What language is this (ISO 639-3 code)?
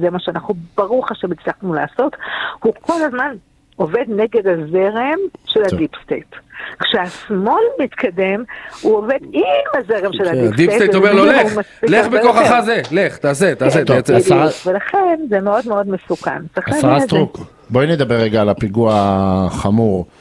heb